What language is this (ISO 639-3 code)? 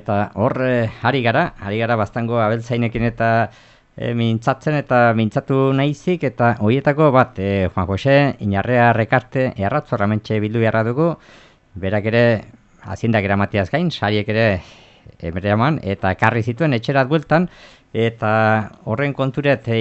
eus